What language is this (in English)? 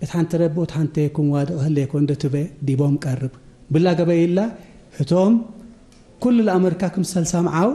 Tigre